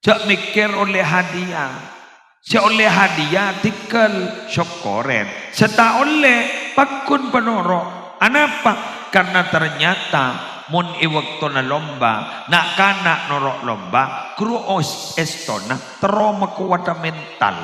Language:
Madurese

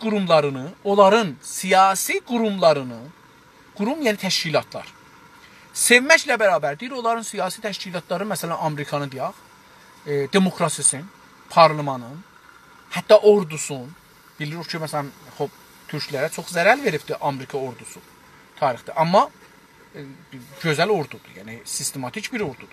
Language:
South Azerbaijani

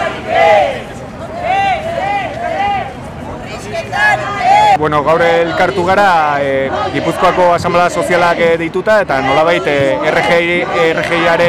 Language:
Basque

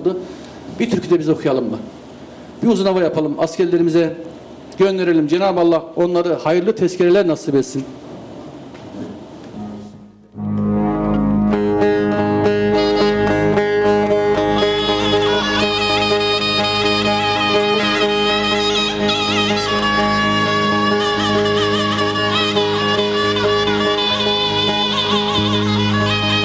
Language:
Turkish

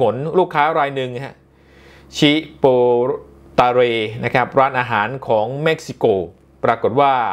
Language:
Thai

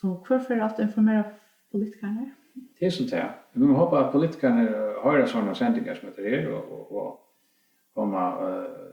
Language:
Faroese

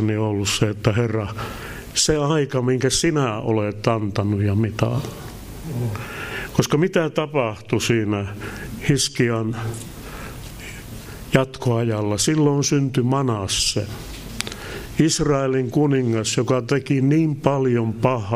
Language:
Finnish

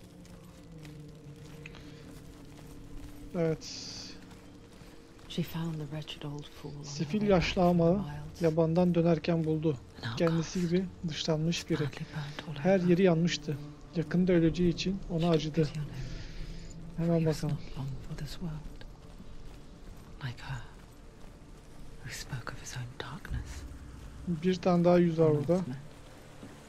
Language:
Turkish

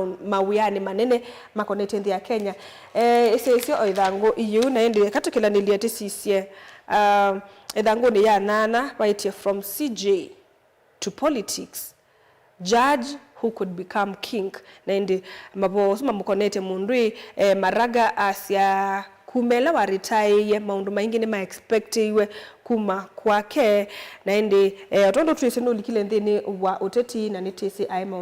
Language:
Kamba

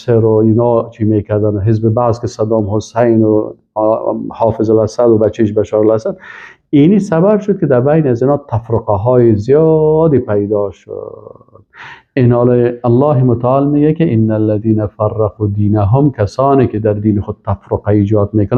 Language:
Persian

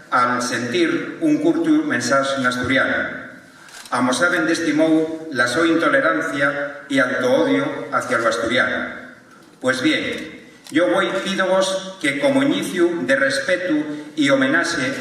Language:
Asturian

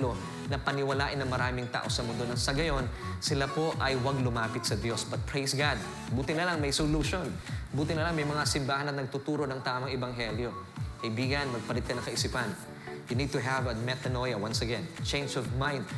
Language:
Filipino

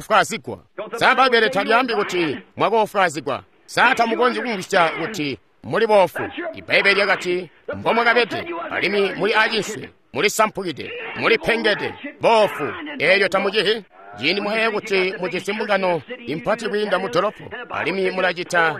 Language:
Tonga (Zambia)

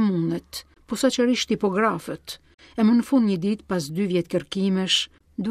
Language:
Albanian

